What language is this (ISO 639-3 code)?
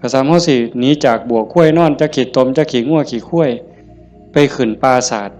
tts